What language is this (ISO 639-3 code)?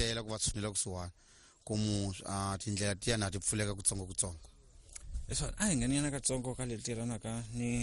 tso